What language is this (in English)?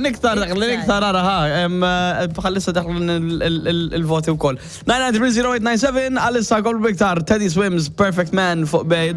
Maltese